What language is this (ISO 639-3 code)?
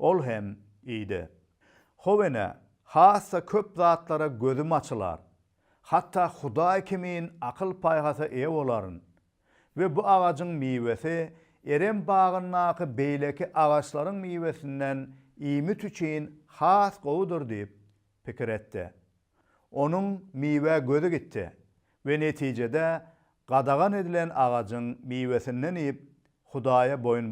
tuk